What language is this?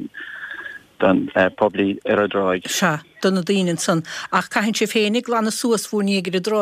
Irish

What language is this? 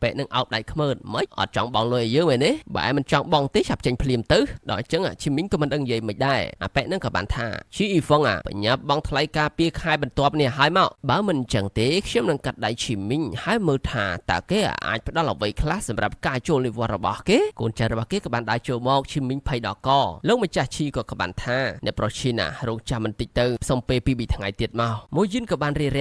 Khmer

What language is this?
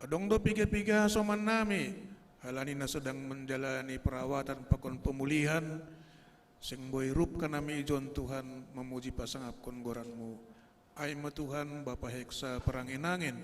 Batak Simalungun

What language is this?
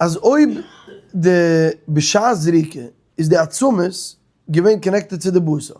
Yiddish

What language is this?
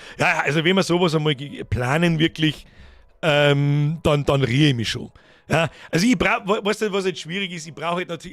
Bavarian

